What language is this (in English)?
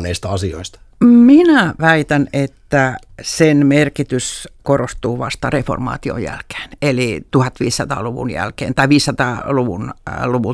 Finnish